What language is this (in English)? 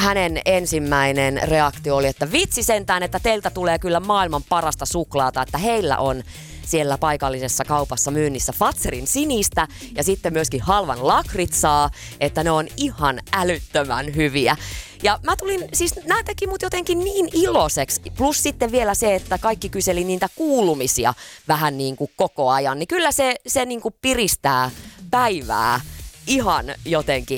Finnish